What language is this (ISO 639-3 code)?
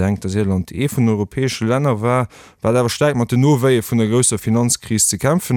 ltz